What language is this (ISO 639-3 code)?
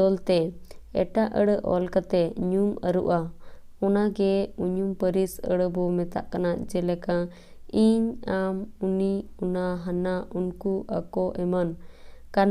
sat